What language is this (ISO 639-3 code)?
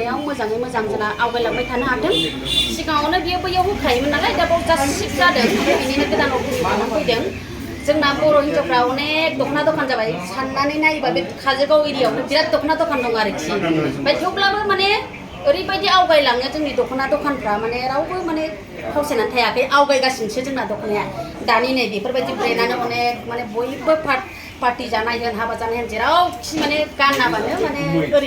brx